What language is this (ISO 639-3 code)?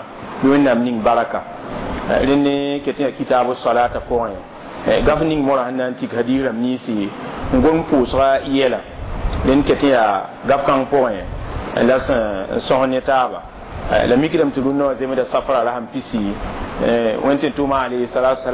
mos